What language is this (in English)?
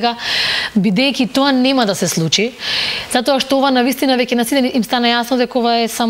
Macedonian